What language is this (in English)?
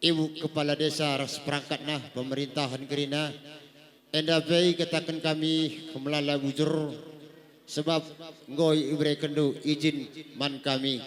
Batak Karo